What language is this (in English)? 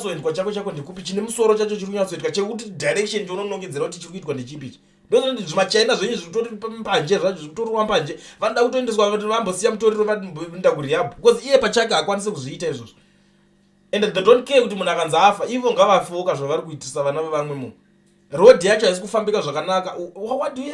Shona